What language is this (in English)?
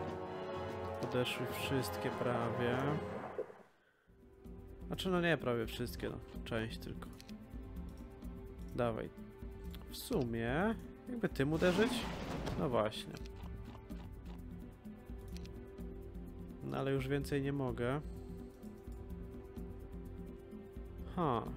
Polish